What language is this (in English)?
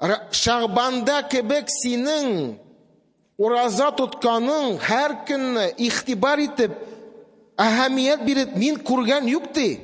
Tatar